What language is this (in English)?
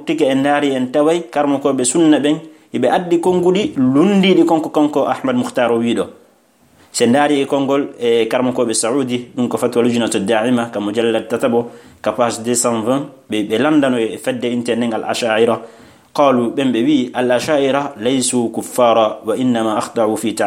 Fula